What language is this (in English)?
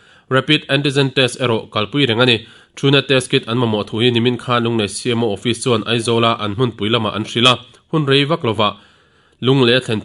Mizo